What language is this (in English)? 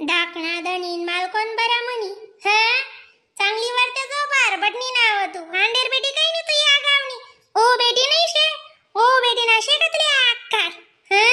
Khandesi